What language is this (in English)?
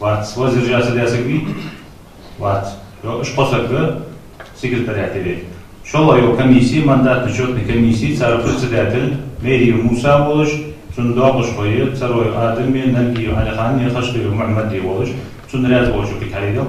Ingush